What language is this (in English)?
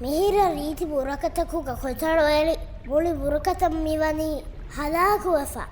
Divehi